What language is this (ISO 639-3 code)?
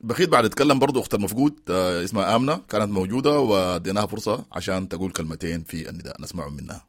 apd